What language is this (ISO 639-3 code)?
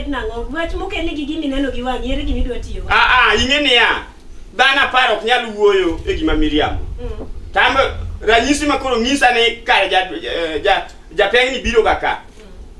luo